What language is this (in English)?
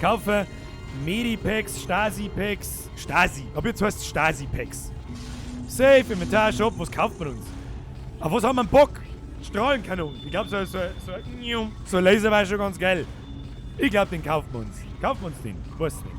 Bavarian